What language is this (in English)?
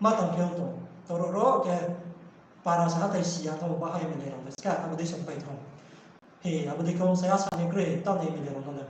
Riang (India)